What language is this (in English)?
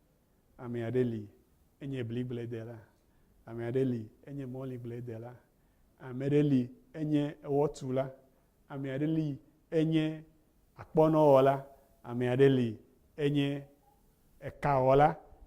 Ewe